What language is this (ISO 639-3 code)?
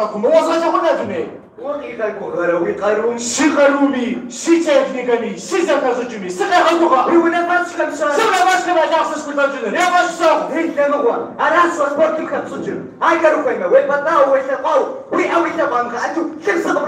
kbd